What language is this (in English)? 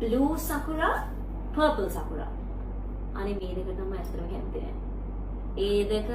Sinhala